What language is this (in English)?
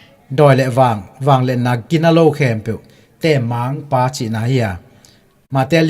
Tedim Chin